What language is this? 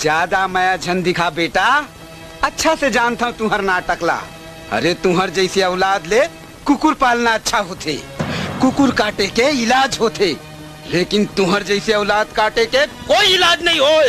Chhattisgarhi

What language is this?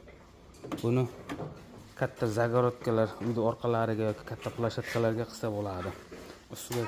Uzbek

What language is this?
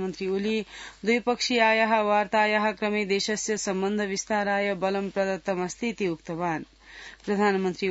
Sanskrit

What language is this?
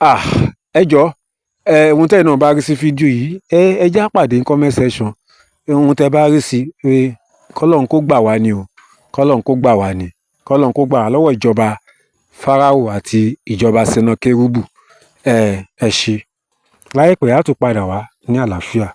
Yoruba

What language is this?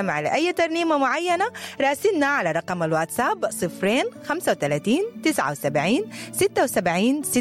Sudanese Arabic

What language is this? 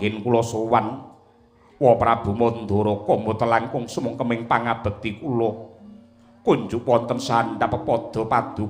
Javanese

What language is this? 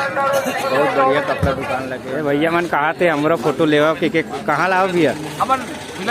Chhattisgarhi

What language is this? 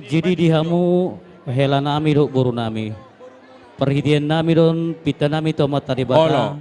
Batak Toba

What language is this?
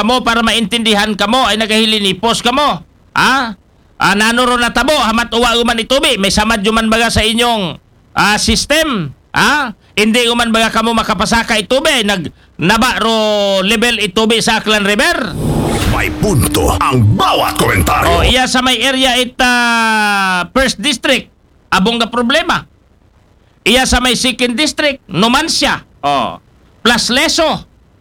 Aklanon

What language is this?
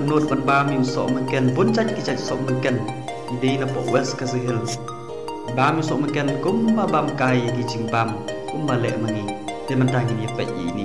Khasi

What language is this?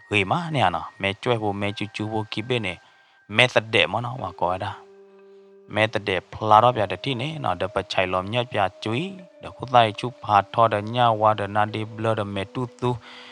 S'gaw Karen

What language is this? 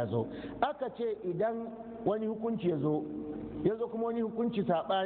Hausa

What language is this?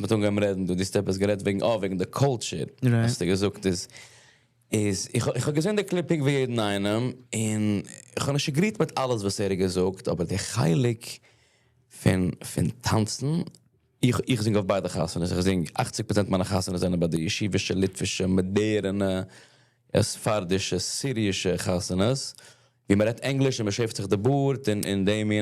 Yiddish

